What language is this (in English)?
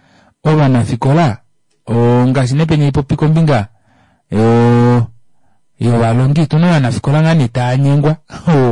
Kuanyama